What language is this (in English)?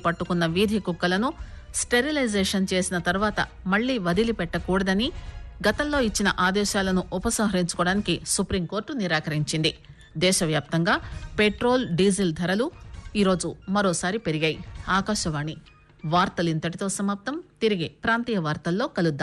Telugu